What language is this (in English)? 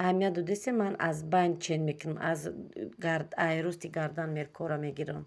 Tajik